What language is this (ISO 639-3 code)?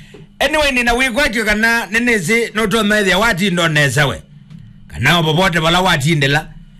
kam